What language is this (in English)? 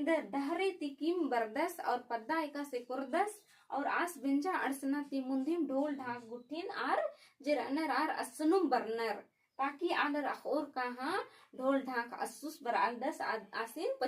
Kurukh